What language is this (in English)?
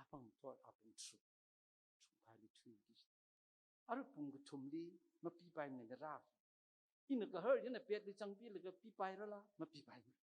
Tangkhul Naga (India)